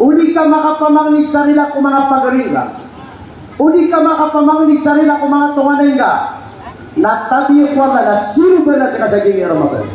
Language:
Maranao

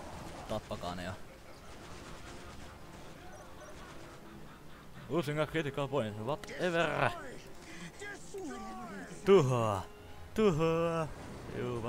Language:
Finnish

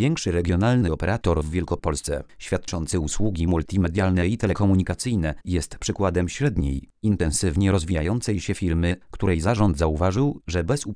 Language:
Polish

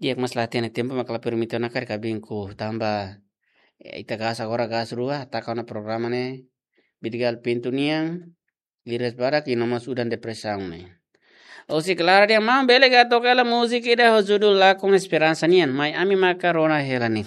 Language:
Tetum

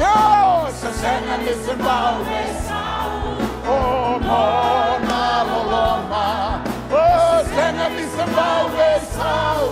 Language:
Fijian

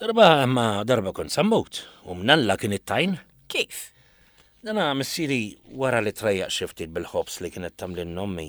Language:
Maltese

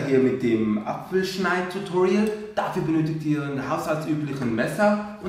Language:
Swiss German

